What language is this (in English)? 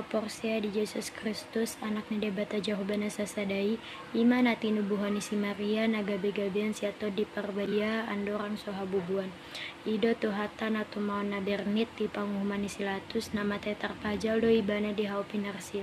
Batak Toba